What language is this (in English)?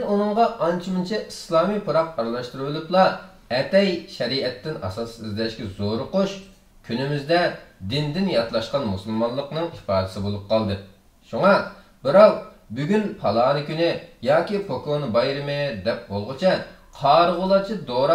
Uyghur